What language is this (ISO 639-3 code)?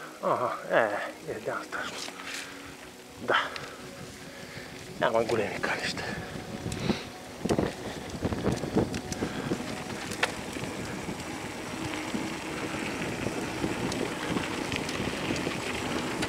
bul